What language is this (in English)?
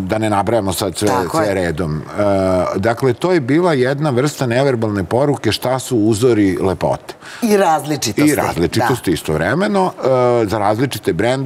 Serbian